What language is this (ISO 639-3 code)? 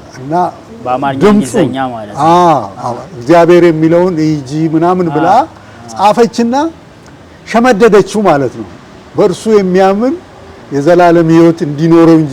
amh